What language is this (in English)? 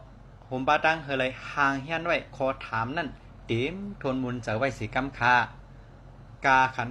Shan